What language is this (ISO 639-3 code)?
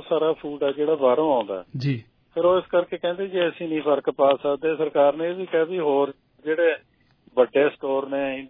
pan